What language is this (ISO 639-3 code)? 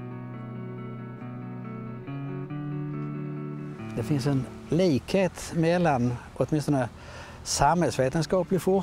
swe